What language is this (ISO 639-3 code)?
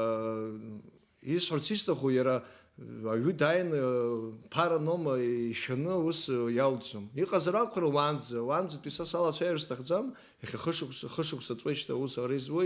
abk